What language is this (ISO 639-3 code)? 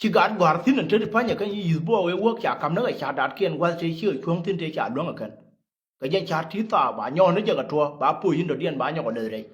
nus